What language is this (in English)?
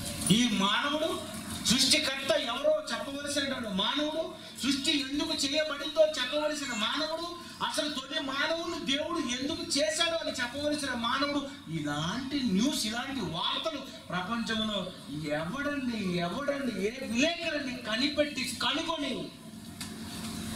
Telugu